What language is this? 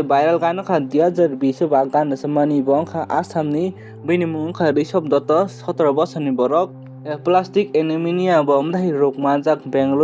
Kok Borok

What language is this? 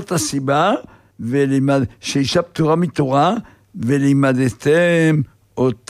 Hebrew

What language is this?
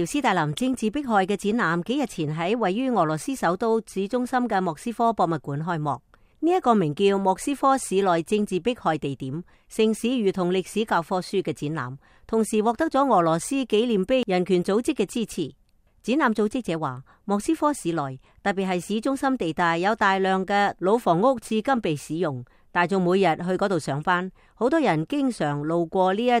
Cantonese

